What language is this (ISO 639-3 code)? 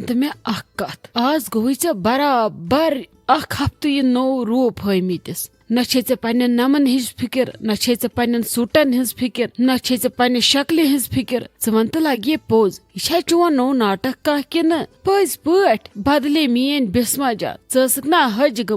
kas